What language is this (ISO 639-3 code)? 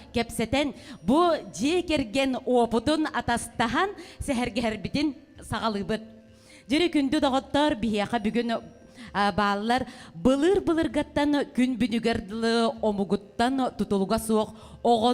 sah